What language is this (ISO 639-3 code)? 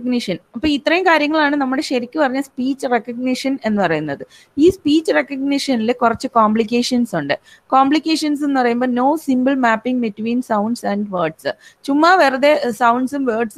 mal